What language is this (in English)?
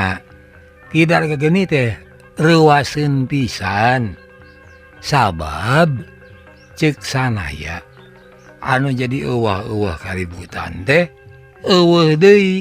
Sundanese